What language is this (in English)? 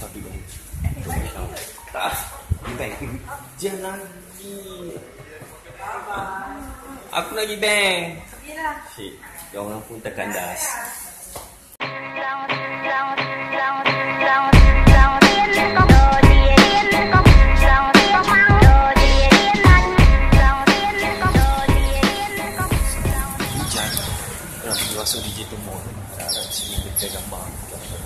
Malay